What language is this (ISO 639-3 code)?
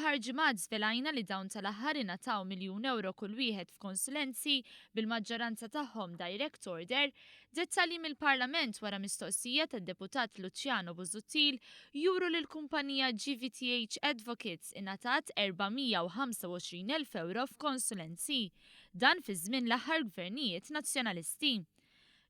mlt